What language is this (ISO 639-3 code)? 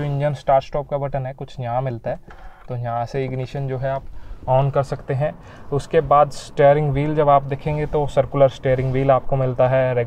hin